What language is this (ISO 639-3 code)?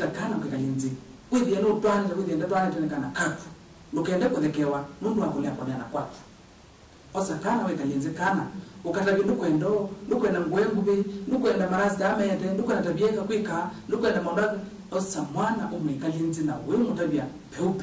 kam